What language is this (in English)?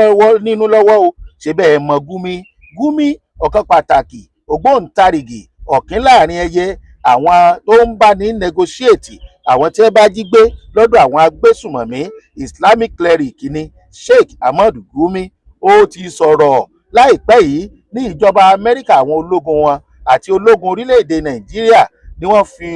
Yoruba